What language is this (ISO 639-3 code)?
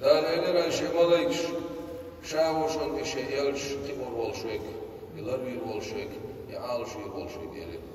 che